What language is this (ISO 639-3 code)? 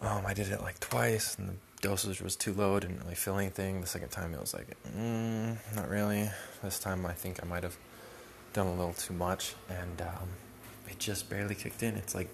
eng